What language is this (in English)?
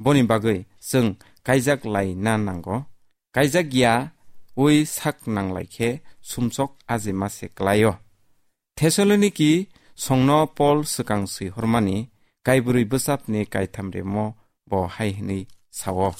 Kok Borok